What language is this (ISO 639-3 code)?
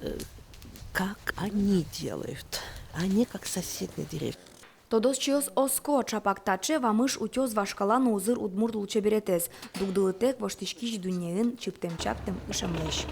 udm